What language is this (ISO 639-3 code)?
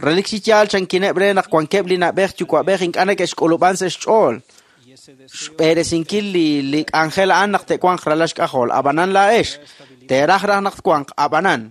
kek